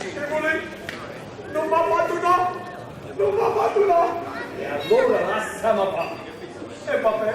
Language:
Neapolitan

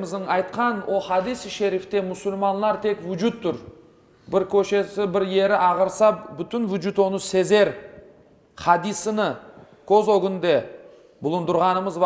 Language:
Crimean Tatar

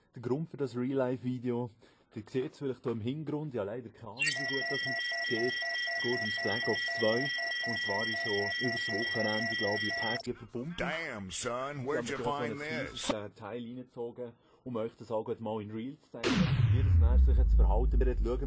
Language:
Swiss German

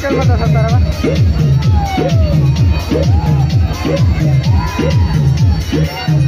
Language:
Bhojpuri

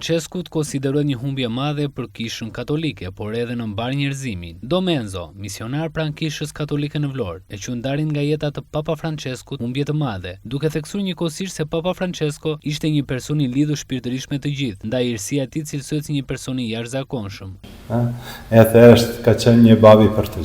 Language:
Albanian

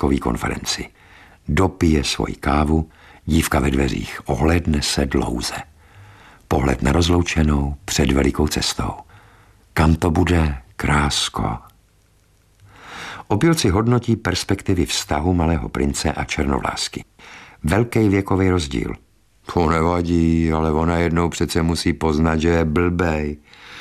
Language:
Czech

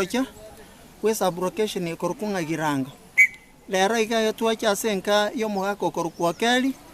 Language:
Gusii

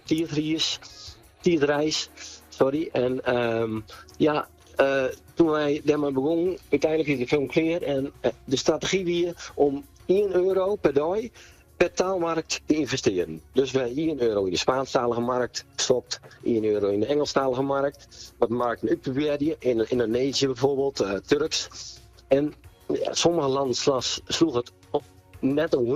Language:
Western Frisian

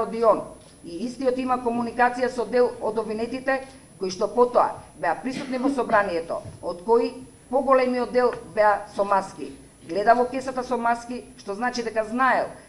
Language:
Macedonian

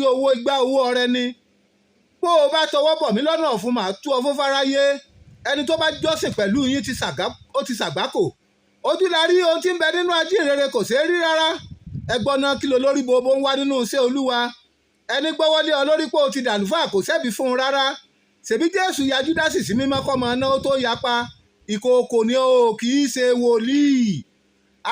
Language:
Yoruba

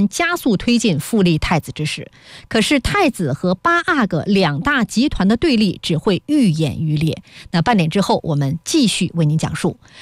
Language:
Chinese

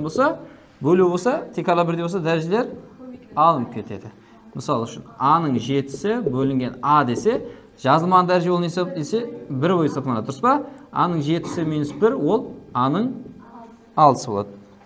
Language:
Kara-Kalpak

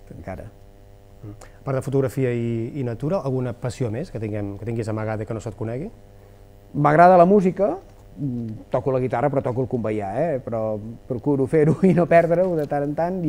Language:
Catalan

